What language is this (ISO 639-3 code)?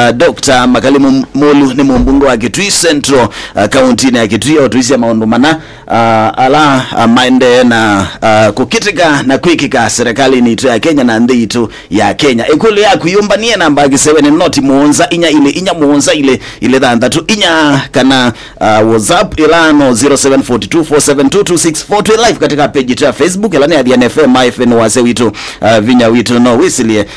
kam